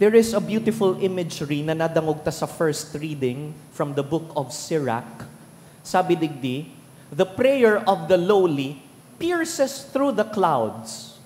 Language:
Bikol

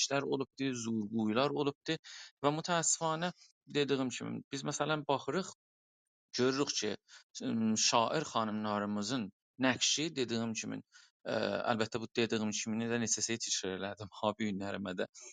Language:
South Azerbaijani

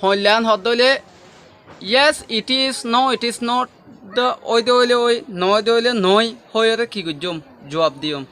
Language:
Rohingya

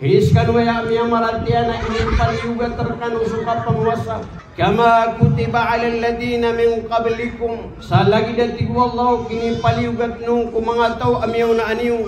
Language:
Maranao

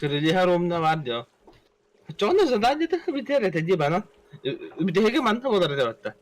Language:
Yakut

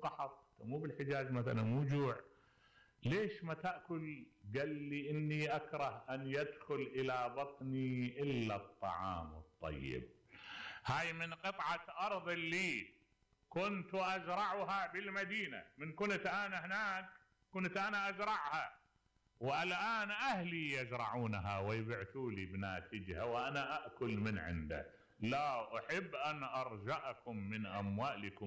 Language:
Mesopotamian Arabic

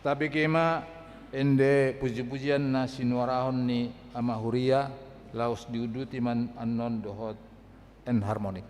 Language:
Batak Toba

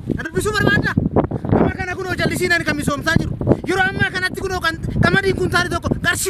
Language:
Oromo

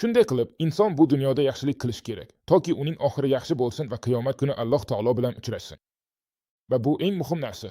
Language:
Uzbek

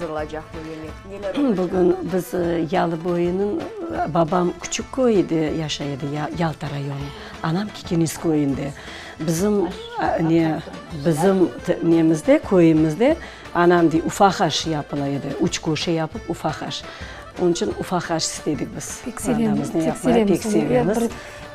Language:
Crimean Tatar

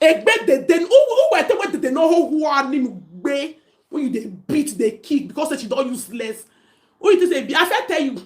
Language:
Nigerian Pidgin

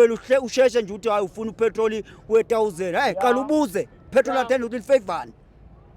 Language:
Zulu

